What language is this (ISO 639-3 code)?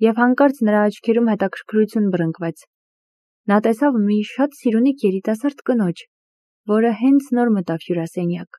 hye